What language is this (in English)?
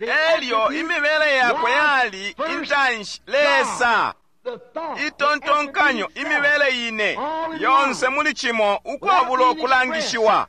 Bemba